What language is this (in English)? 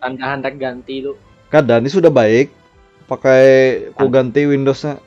Banjar